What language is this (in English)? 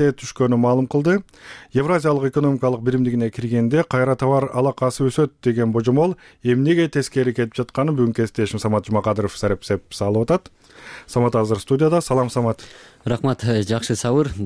Kyrgyz